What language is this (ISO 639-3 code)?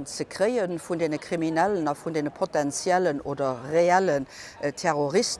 ltz